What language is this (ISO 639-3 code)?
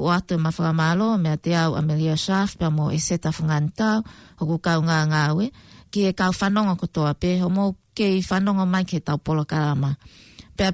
ton